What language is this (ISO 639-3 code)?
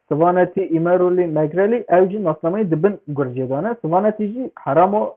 kur